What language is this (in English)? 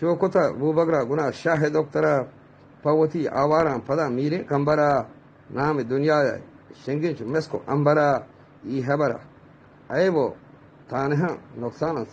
Eastern Balochi